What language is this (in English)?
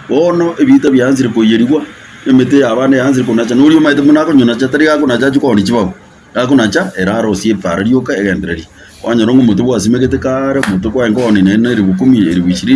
Gusii